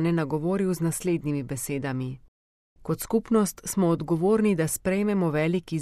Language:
Slovenian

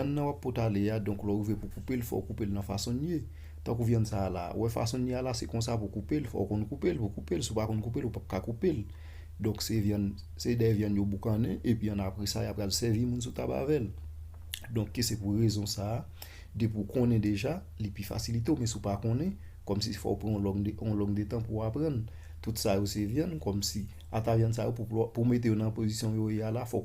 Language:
Haitian Creole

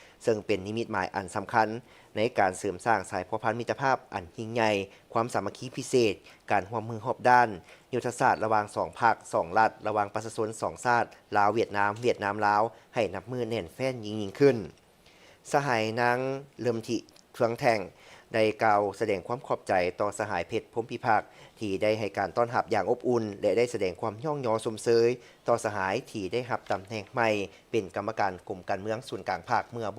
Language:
Lao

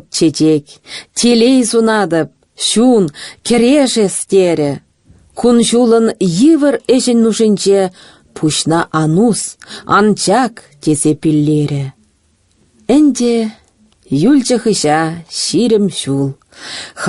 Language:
Chuvash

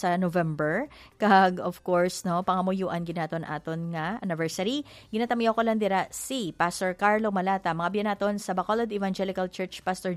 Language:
Hiligaynon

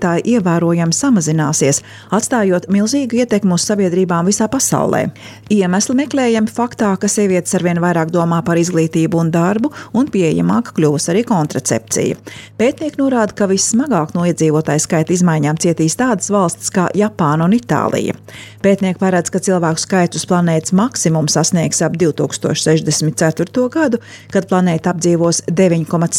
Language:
Latvian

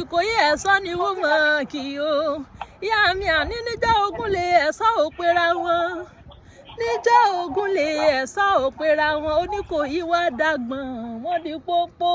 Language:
Yoruba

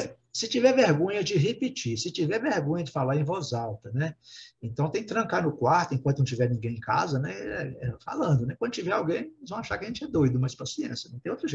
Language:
Portuguese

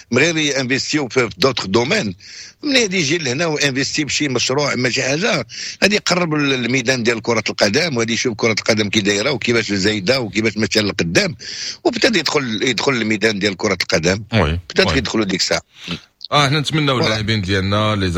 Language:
Moroccan Arabic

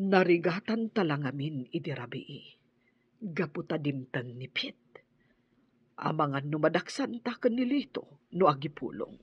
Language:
Iloko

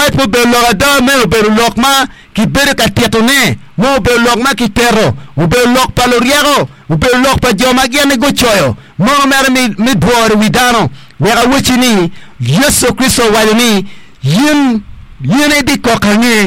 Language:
Acoli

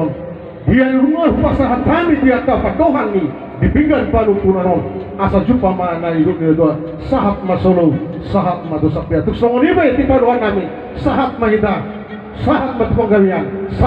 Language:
Batak Toba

